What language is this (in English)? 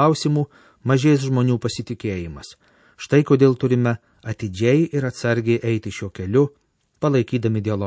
Lithuanian